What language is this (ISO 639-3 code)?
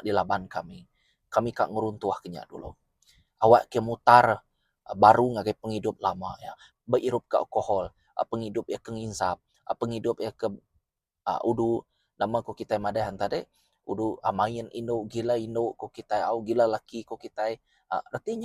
iba